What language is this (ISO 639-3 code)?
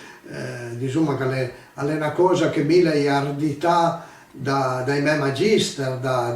pms